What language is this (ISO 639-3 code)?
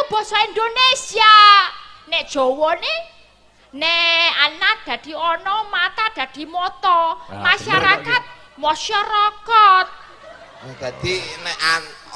jav